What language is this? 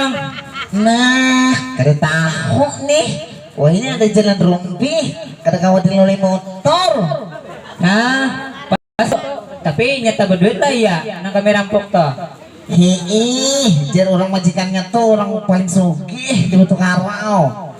Banjar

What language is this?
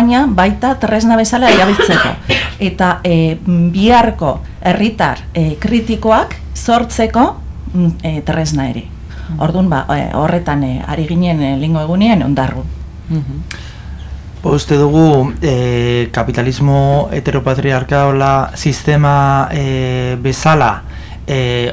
Basque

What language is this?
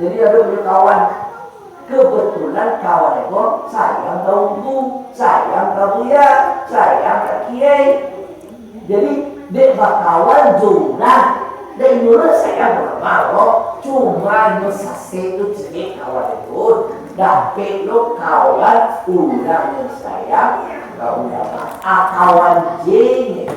Minangkabau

